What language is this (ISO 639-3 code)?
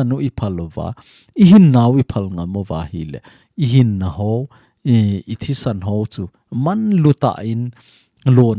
tcz